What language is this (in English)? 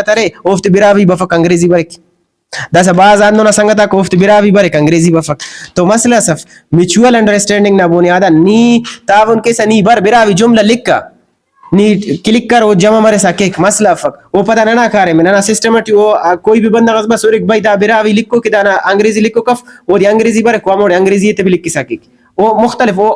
Brahui